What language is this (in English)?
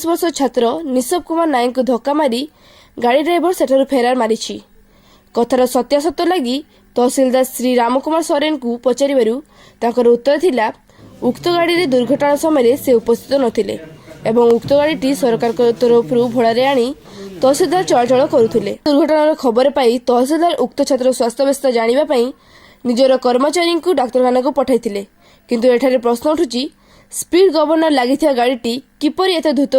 Odia